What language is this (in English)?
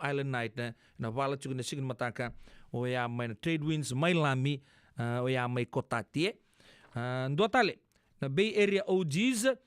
Fijian